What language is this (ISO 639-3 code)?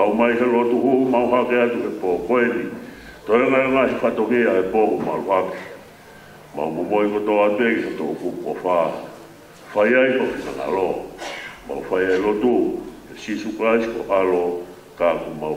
ton